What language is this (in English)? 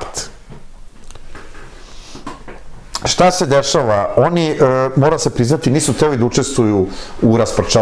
Serbian